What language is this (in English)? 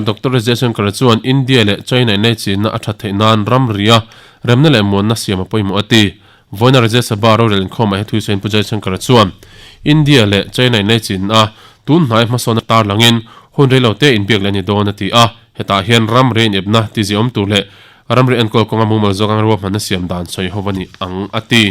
Mizo